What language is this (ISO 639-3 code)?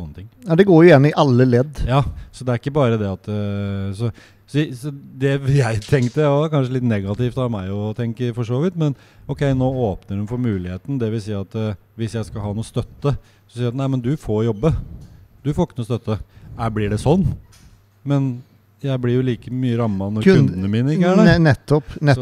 nor